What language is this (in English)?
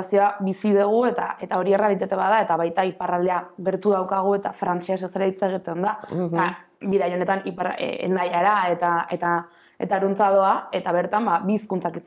Basque